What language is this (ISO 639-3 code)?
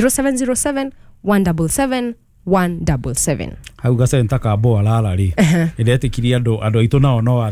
kik